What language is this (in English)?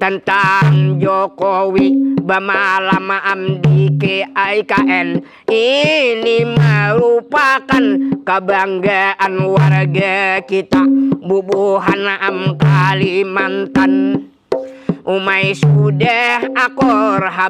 Banjar